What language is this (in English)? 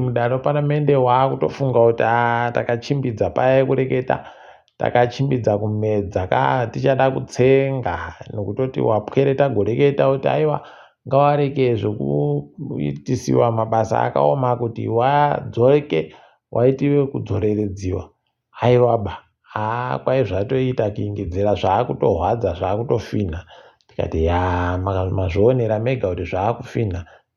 Ndau